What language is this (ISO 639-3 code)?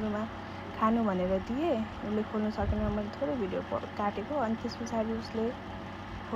nep